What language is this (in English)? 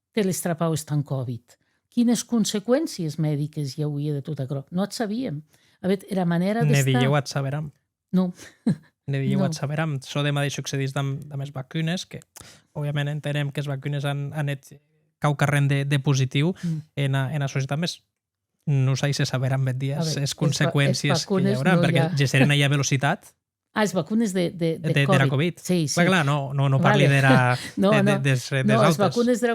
Occitan